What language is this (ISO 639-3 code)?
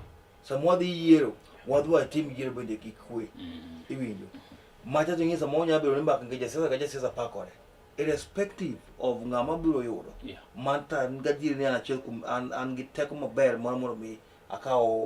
luo